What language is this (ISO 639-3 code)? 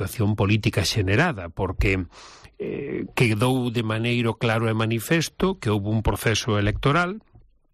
glg